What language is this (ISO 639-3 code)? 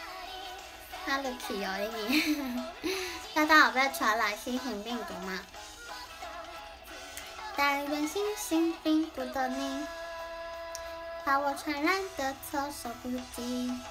zho